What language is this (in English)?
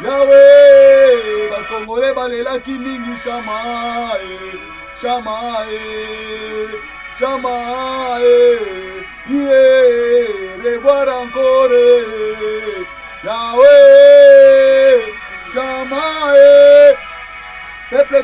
Lingala